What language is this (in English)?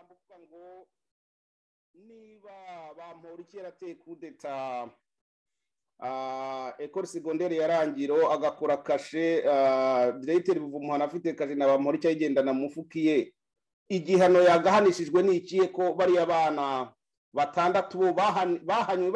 Kinyarwanda